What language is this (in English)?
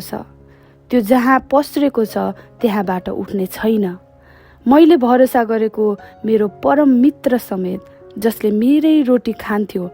Nepali